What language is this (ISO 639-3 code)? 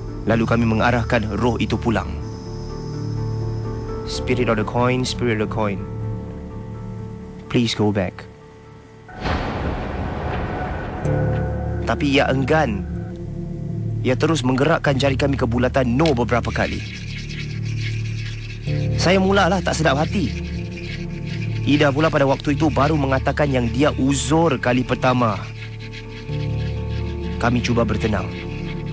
msa